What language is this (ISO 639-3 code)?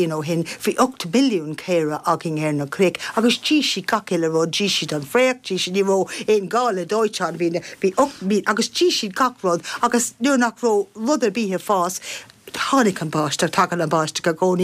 gle